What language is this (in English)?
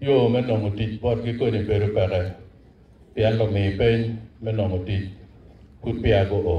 Acoli